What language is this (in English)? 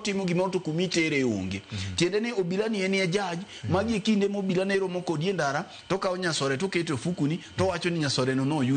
Luo (Kenya and Tanzania)